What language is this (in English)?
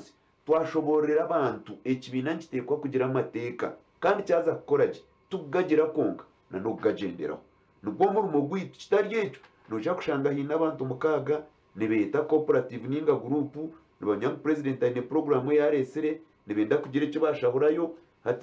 Nyankole